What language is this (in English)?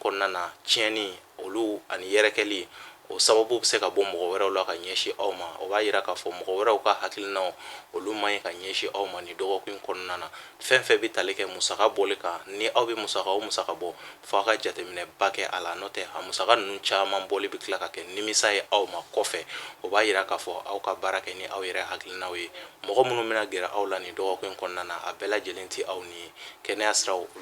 Bambara